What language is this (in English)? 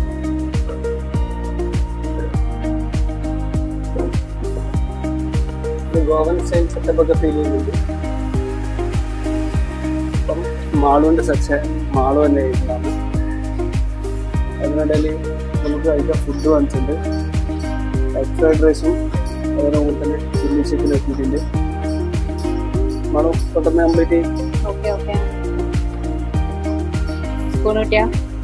Malayalam